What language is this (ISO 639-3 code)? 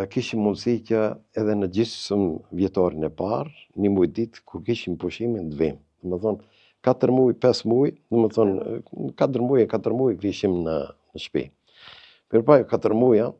sqi